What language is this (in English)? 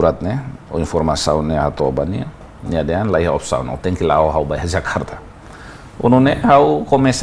Tetum